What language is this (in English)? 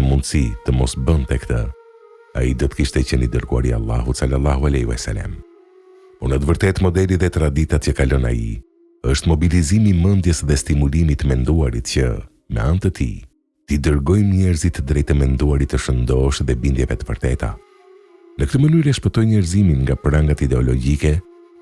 Albanian